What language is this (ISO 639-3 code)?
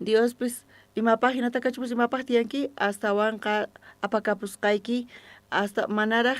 quh